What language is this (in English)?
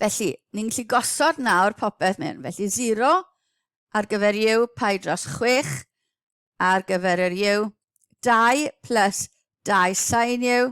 Welsh